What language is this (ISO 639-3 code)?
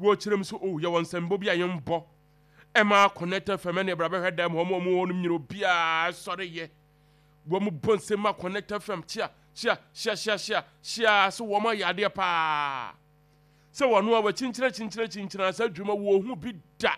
aka